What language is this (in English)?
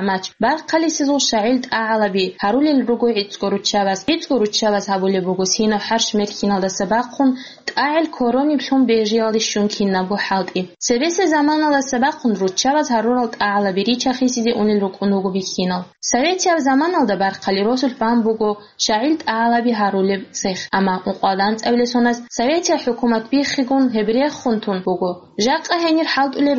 Avaric